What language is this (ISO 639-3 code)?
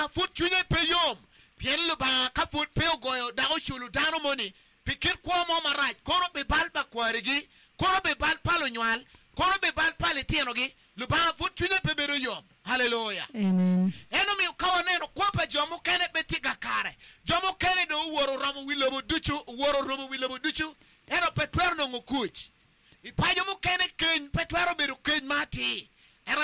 ach